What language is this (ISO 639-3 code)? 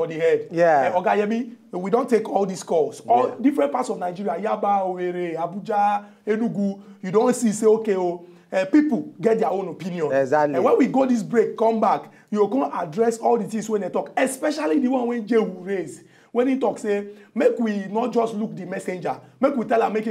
pcm